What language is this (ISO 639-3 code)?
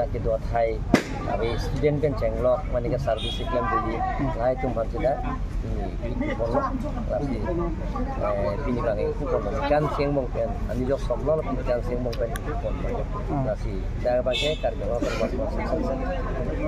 mjw